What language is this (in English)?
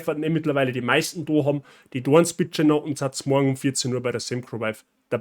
Bavarian